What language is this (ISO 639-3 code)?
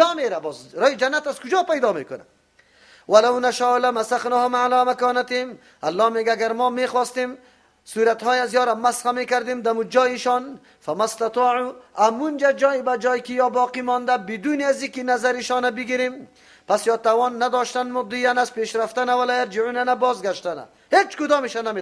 fas